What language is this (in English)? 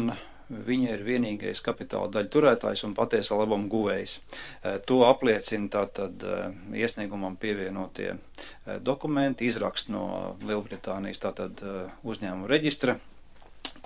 Latvian